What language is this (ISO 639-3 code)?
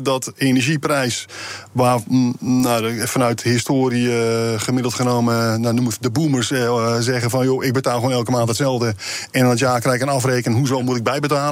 nld